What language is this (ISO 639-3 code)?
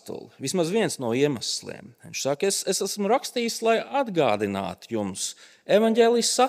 lav